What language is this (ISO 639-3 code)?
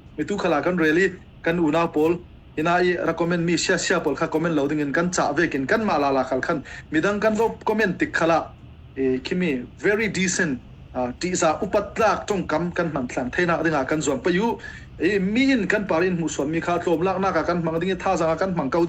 cfm